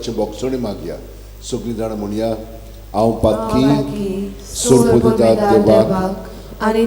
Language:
Konkani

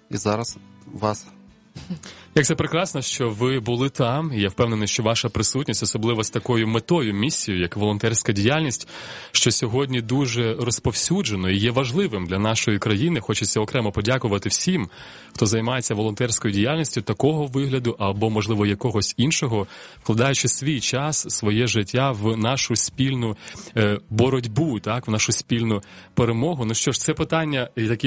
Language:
Ukrainian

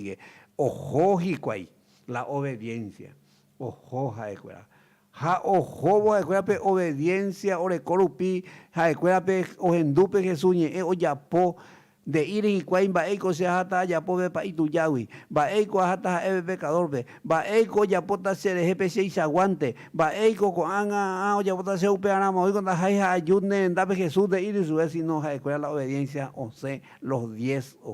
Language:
Guarani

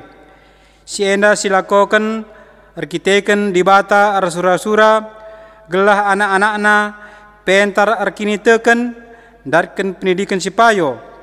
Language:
Batak Karo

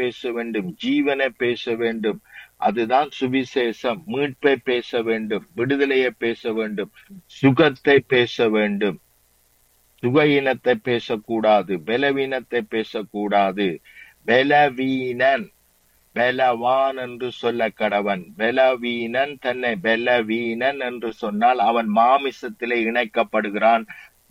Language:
Tamil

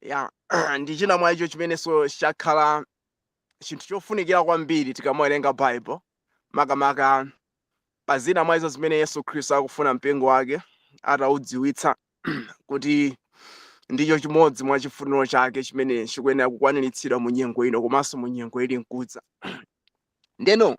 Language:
Nyanja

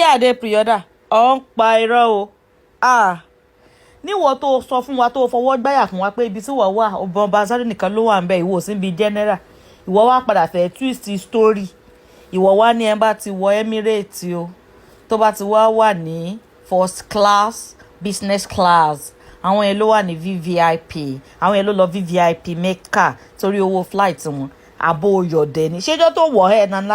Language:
Yoruba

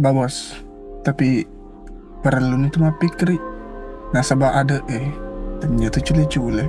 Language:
Buginese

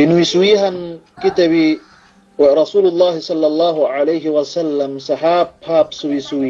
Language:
Yakan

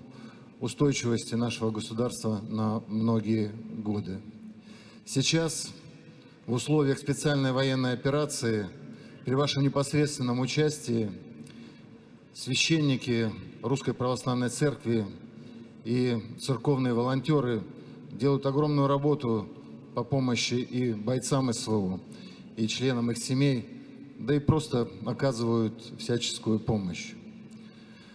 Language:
Russian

